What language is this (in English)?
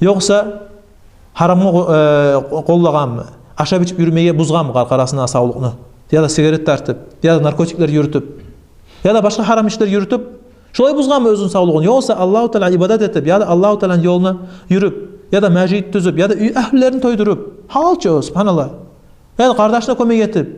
Kumyk